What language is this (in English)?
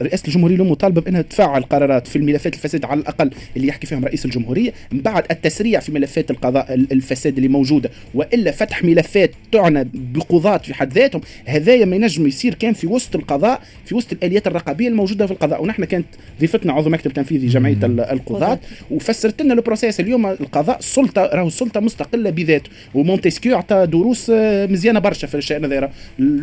Tunisian Arabic